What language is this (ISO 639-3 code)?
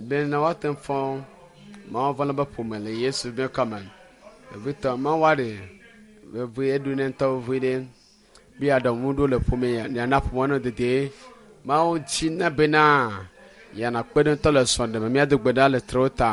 ewe